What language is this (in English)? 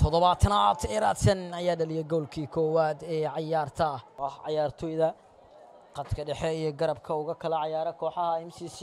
Somali